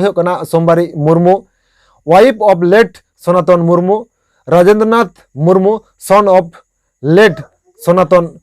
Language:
Santali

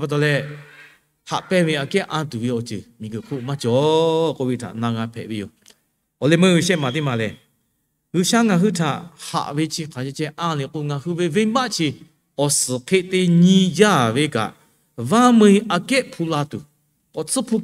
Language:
Lahu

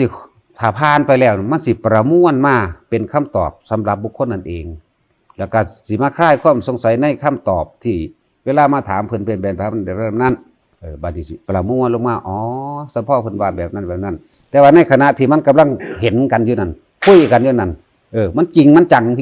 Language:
Northeastern Thai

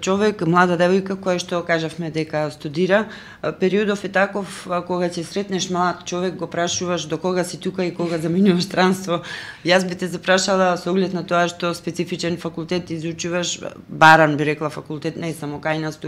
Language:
Macedonian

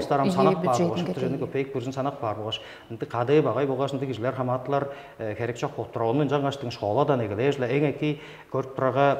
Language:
Tuvinian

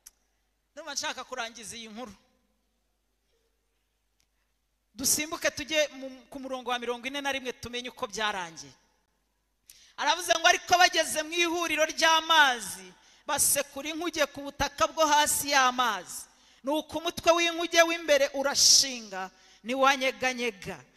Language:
Kinyarwanda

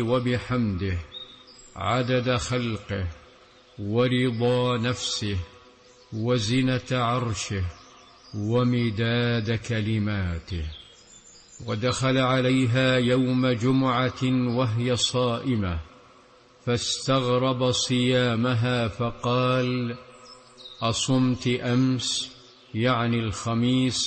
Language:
Arabic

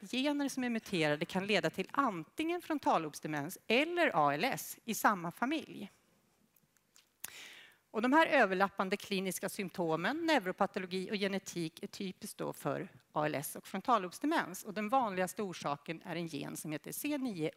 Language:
Swedish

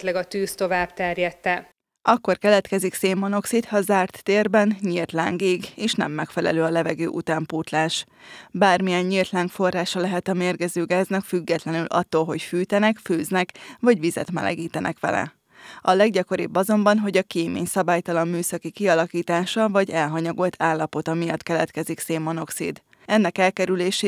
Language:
Hungarian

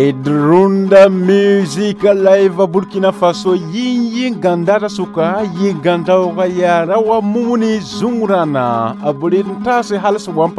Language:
Mossi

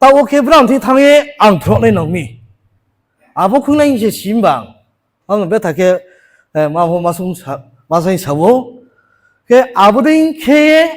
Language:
Riang (India)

